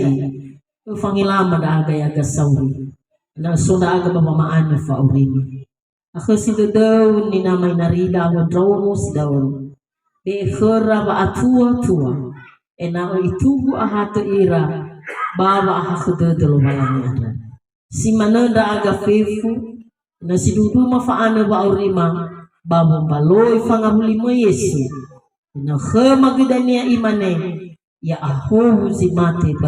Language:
Nias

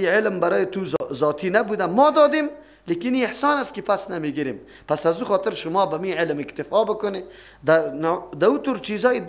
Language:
Persian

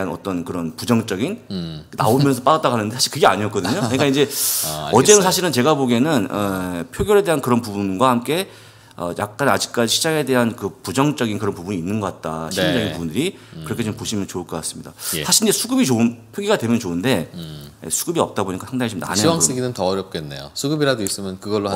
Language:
Korean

